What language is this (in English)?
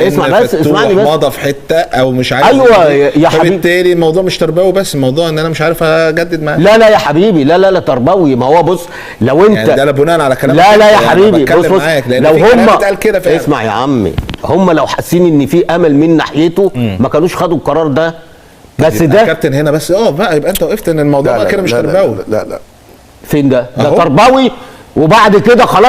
Egyptian Arabic